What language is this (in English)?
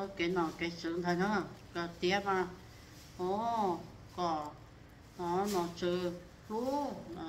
Hmong